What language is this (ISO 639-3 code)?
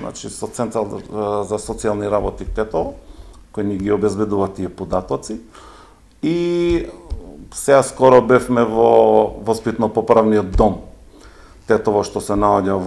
mkd